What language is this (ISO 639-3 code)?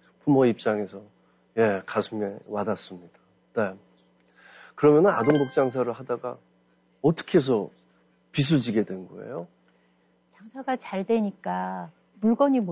kor